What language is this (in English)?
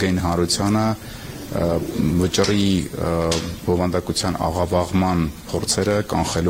Armenian